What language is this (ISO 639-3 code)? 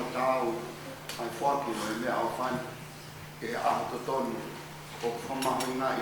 ton